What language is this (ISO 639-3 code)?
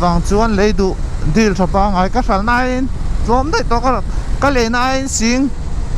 lus